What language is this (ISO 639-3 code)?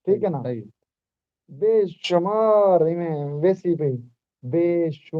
skr